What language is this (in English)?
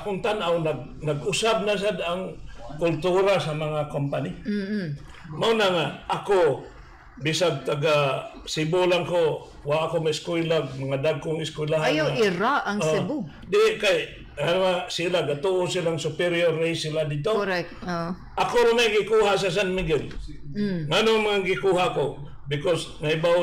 Cebuano